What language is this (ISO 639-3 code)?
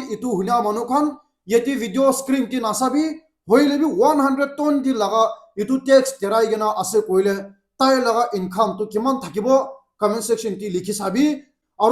nag